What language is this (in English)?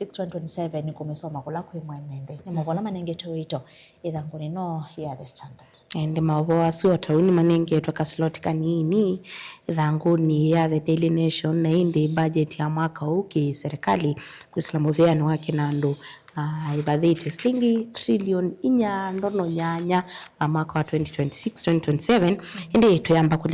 Kamba